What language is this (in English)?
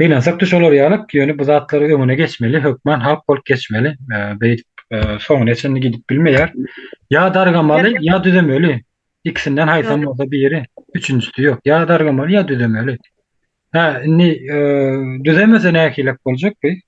Turkmen